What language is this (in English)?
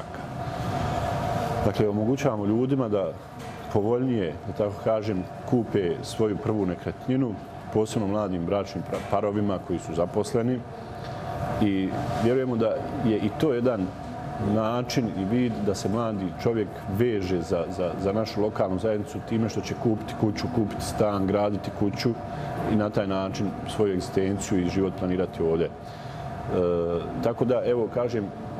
Bosnian